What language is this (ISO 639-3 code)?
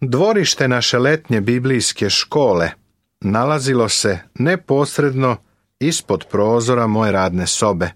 srp